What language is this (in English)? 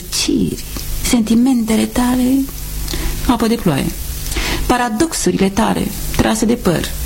Romanian